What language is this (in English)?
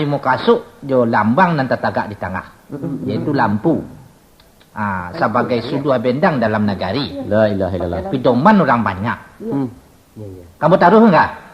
Minangkabau